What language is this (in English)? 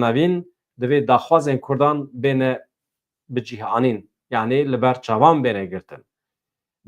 Kurdish